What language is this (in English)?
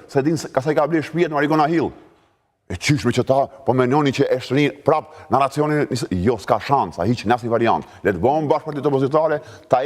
Albanian